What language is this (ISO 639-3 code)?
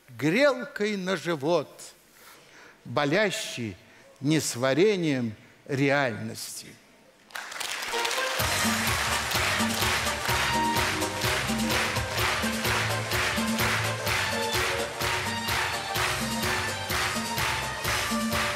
rus